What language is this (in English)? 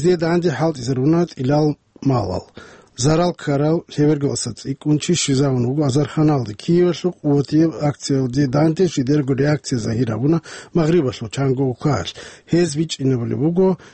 Avaric